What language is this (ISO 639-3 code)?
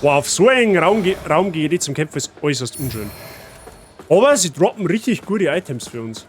bar